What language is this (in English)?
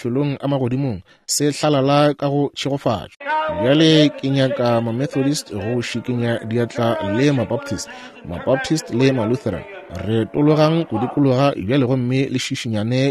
Northern Sotho